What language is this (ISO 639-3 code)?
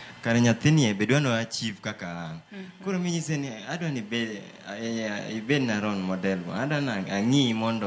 luo